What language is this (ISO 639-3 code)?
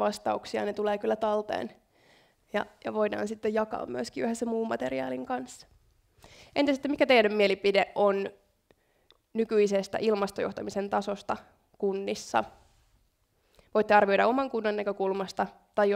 fin